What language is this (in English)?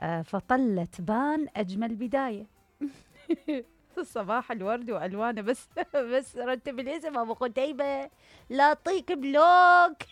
Mesopotamian Arabic